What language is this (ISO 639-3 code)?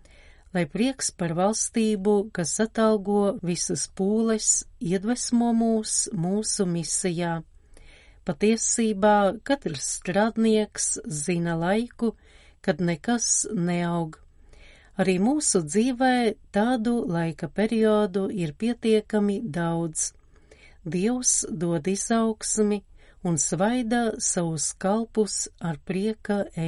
lav